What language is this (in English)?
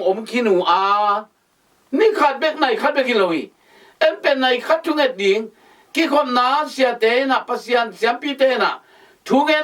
Tedim Chin